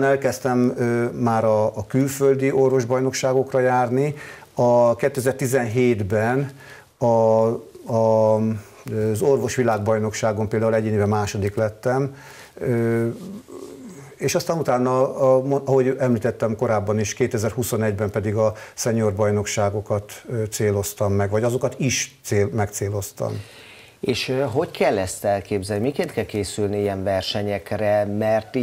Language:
Hungarian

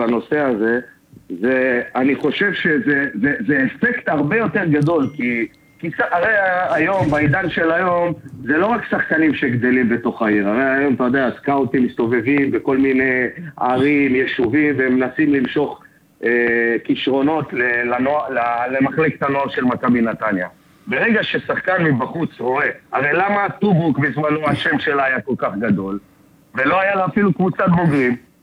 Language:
Hebrew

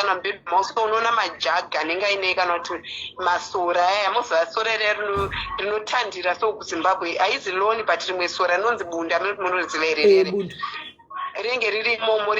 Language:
Shona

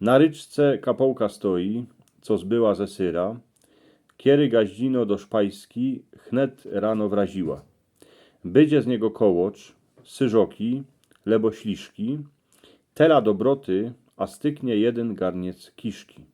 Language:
Silesian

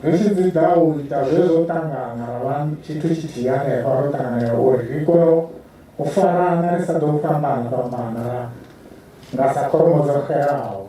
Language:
Venda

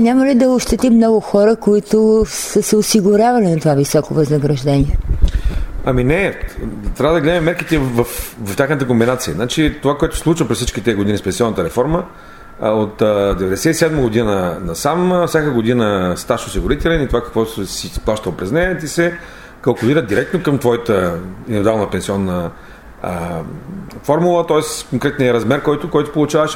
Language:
Bulgarian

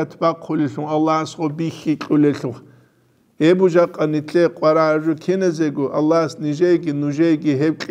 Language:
Avaric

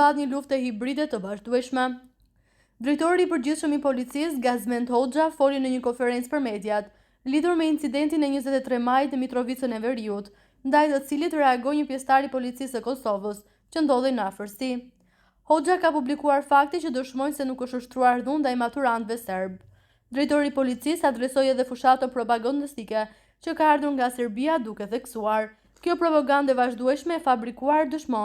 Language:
Albanian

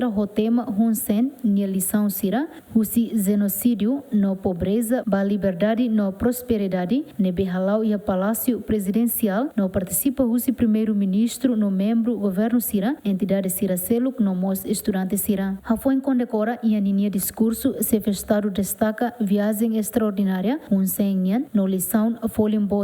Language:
Tetum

